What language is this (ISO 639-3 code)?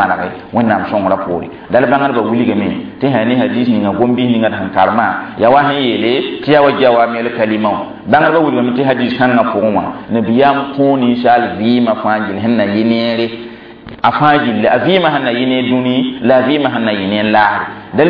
mos